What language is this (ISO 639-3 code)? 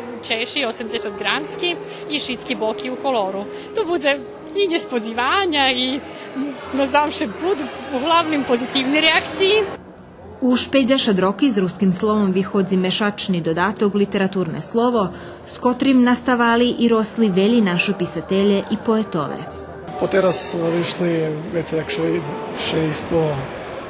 rue